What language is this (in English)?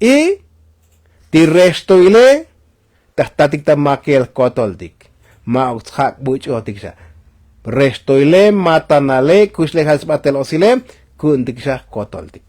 Tzotzil